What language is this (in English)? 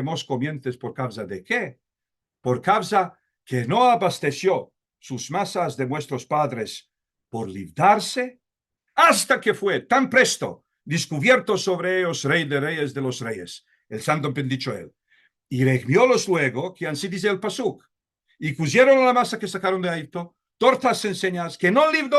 Ladino